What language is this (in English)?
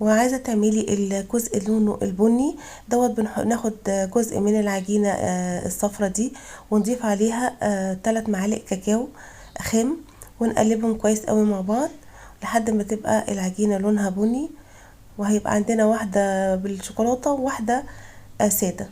Egyptian Arabic